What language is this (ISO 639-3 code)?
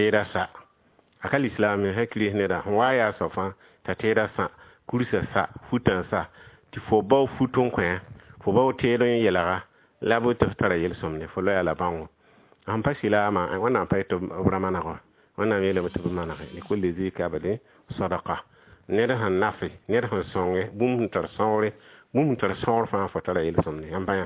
mos